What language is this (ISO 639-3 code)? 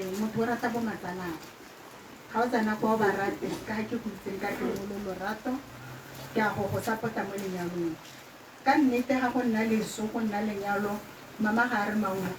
tsn